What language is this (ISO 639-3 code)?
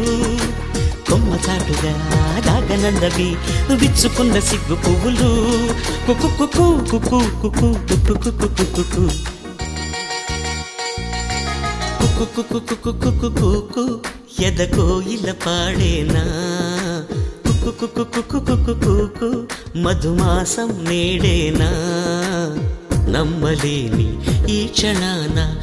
tel